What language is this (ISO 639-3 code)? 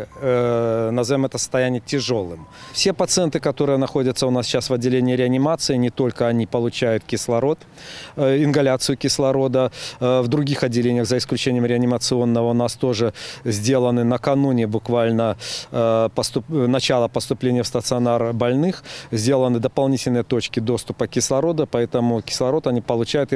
rus